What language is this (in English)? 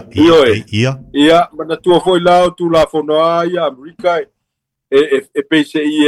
Samoan